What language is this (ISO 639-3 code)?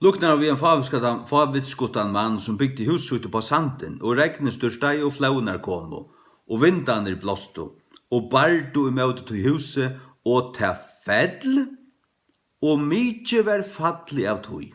fao